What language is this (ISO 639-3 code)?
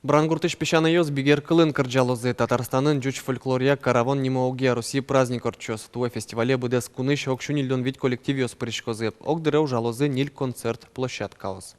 udm